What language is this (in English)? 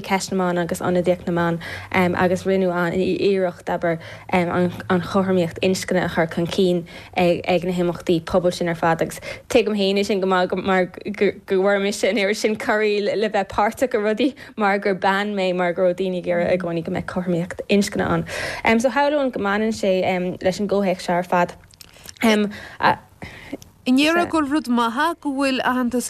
Irish